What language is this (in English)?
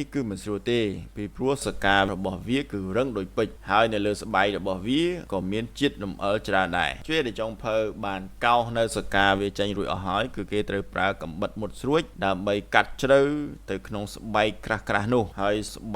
Khmer